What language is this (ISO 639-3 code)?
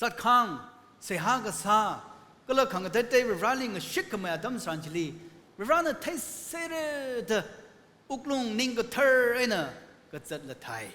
nmf